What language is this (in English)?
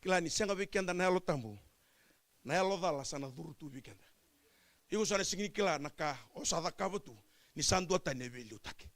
Fijian